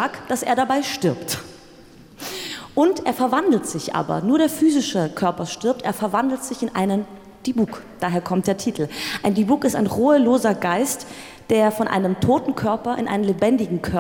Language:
German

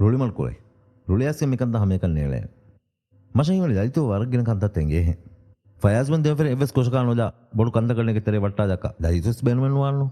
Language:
Divehi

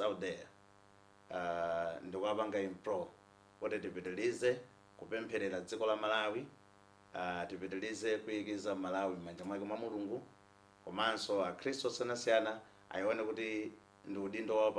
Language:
Nyanja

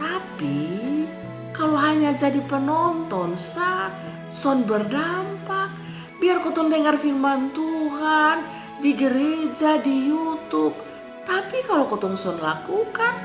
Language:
Kupang Malay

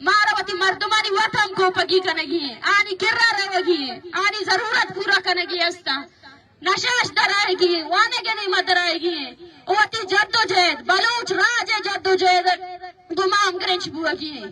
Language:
Baluchi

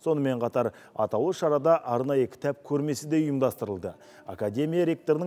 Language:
Kazakh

